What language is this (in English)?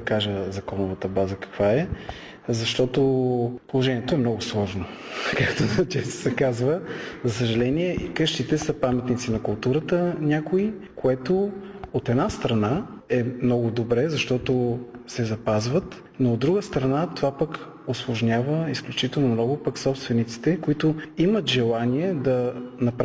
Bulgarian